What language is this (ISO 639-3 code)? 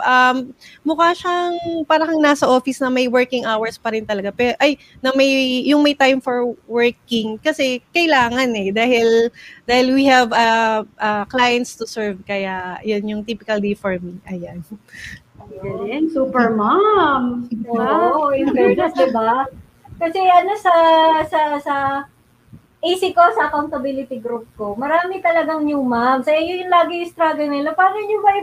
fil